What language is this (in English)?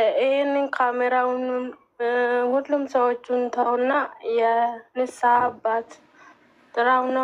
Amharic